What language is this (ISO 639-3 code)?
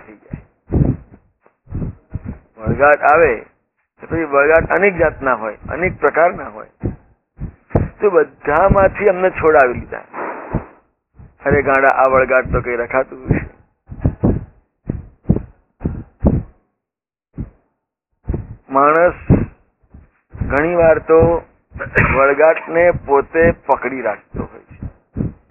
guj